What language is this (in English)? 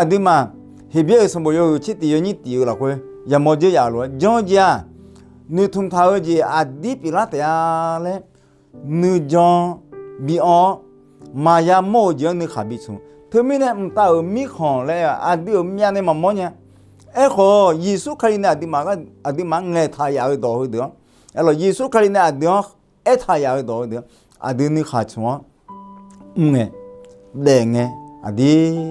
Akha